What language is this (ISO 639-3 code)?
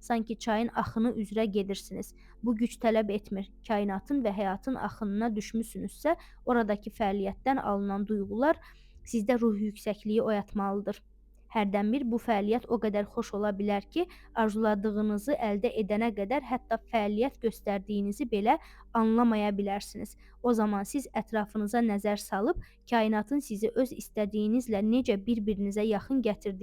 aze